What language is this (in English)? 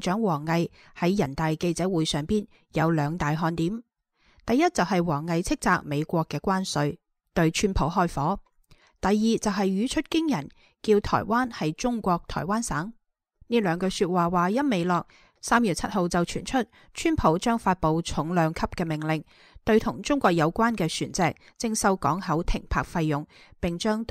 Cantonese